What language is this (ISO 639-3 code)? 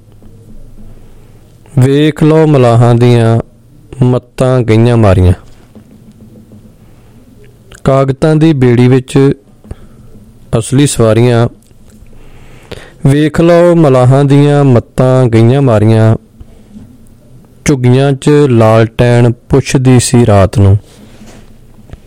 pan